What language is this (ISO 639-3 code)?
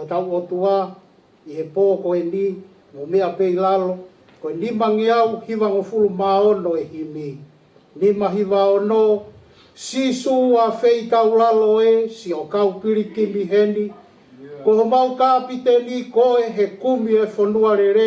ton